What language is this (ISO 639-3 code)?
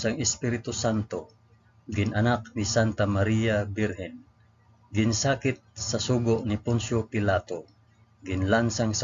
hil